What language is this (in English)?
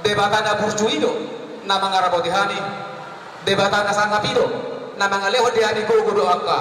Batak Toba